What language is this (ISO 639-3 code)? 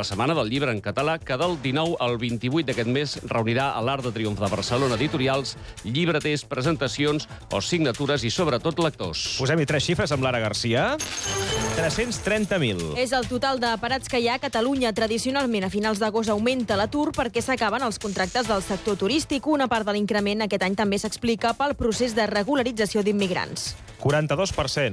cat